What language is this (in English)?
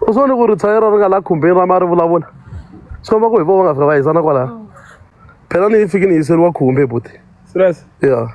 Tsonga